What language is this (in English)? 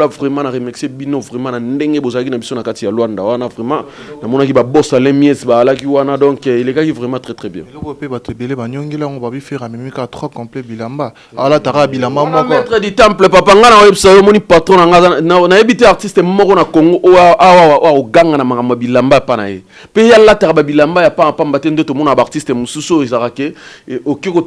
Lingala